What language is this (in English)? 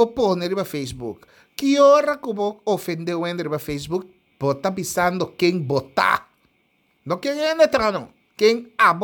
Papiamento